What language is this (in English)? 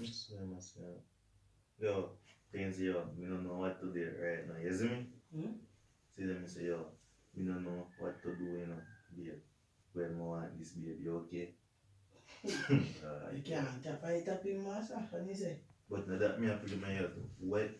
Jamaican Creole English